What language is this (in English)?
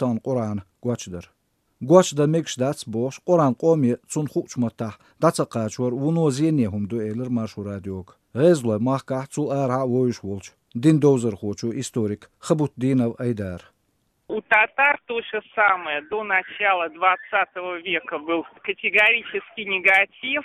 Chechen